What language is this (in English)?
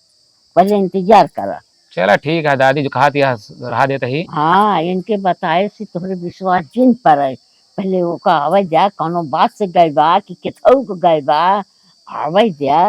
Awadhi